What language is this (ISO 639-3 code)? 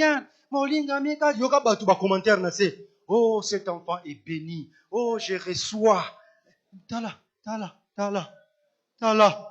lin